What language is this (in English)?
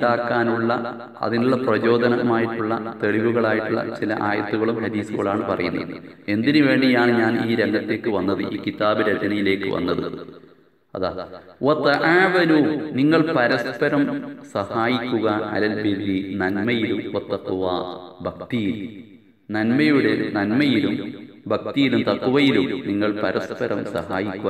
Malayalam